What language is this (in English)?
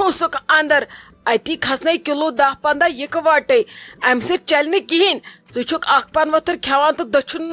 Kashmiri